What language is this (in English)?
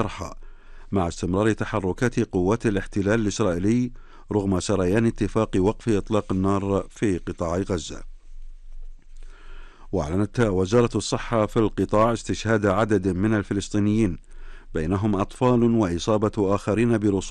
Arabic